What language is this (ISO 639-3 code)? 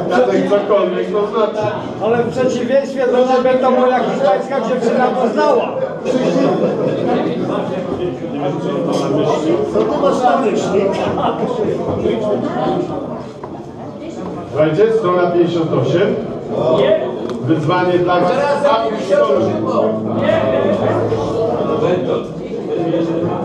pol